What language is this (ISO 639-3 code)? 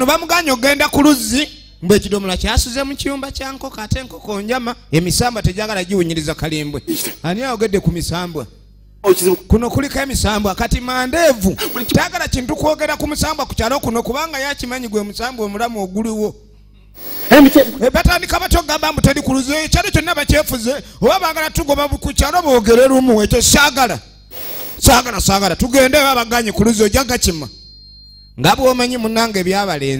lug